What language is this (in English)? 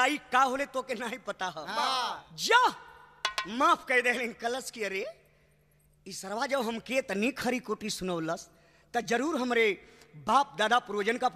Bhojpuri